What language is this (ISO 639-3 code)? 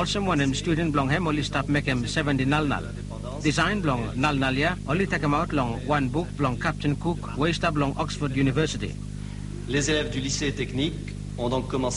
bis